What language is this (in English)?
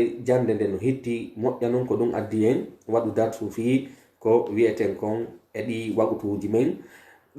Pular